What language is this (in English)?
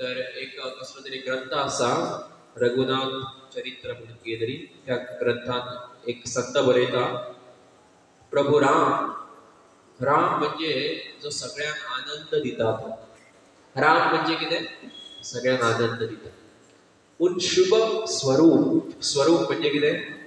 Konkani